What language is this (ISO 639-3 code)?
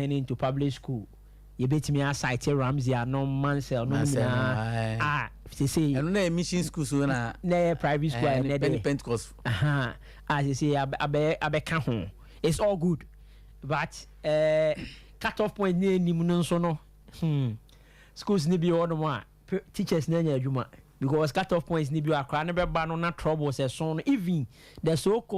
aka